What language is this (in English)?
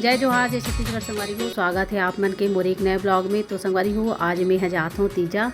Chhattisgarhi